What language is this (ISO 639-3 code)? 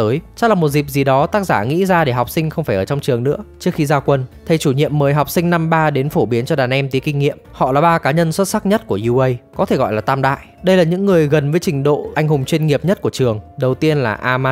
vie